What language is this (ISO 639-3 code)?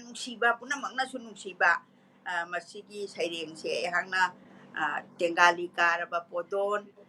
mni